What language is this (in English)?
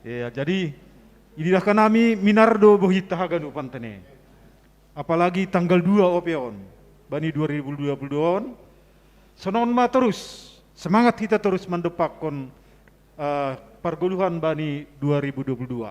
Batak Simalungun